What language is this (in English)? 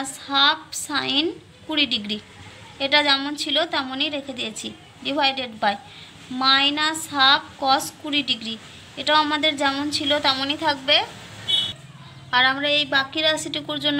Bangla